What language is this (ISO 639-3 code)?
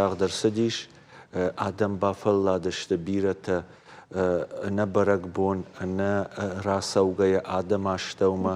oss